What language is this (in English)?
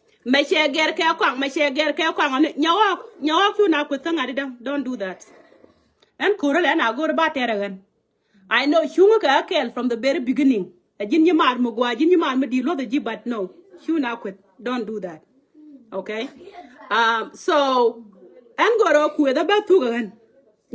Nuer